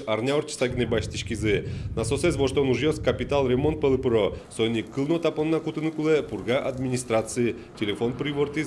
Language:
Udmurt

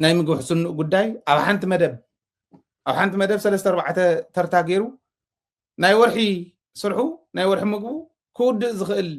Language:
Tigrinya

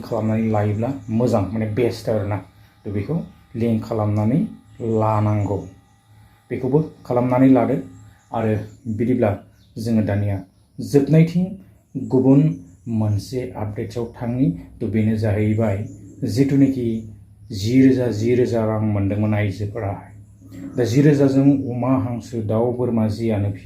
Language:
Bodo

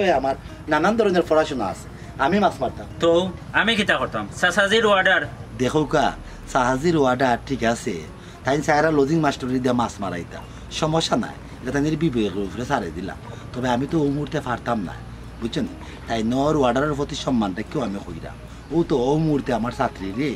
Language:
Sylheti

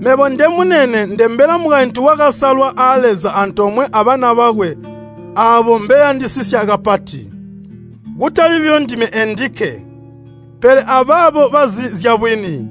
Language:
Tonga (Zambia)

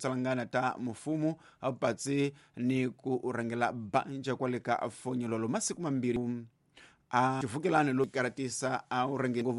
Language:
Tsonga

